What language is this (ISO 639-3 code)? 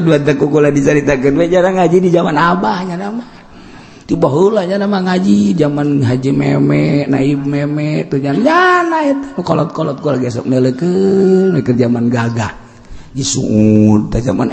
sun